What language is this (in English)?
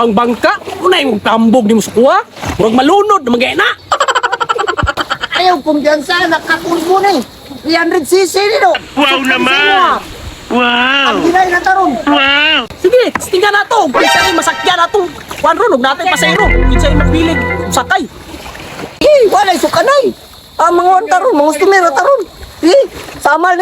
Cebuano